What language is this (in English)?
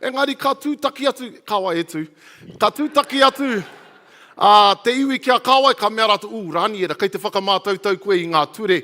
Māori